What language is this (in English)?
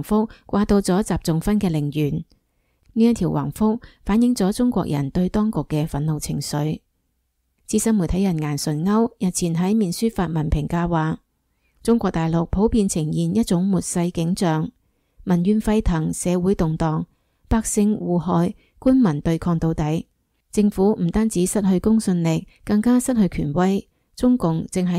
Cantonese